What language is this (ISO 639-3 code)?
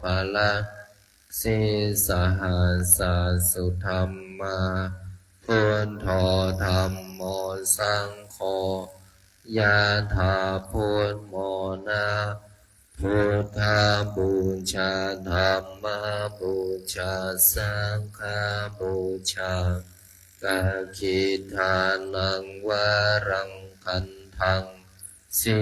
pli